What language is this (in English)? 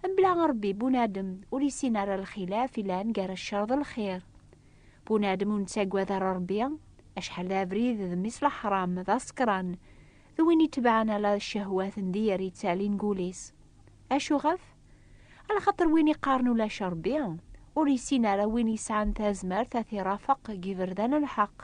Kabyle